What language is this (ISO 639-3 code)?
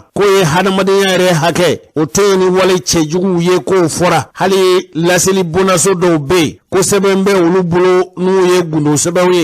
bam